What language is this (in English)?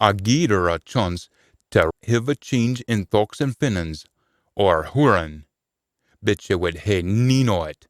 Scots